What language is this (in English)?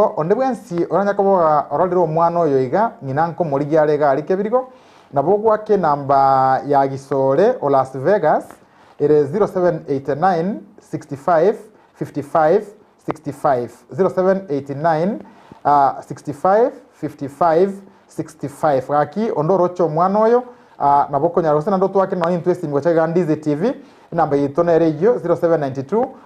Gusii